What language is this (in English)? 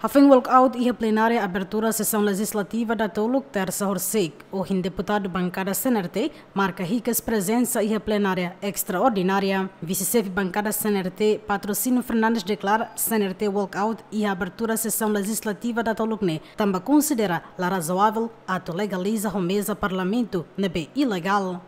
Tetum